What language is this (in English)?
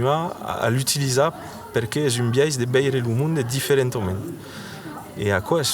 Occitan